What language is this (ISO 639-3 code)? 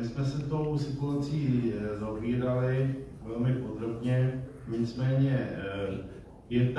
ces